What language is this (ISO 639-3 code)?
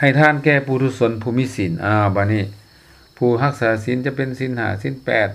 lao